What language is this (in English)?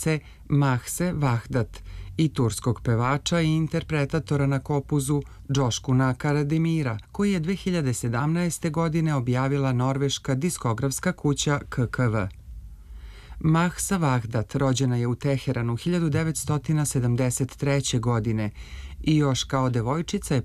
Serbian